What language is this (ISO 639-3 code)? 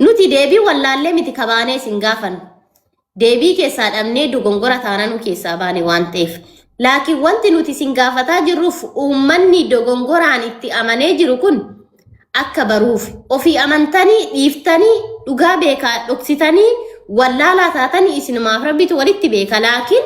orm